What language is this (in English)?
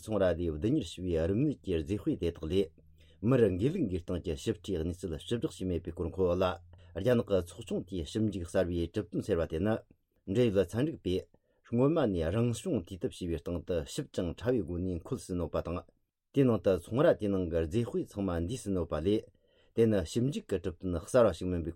Tibetan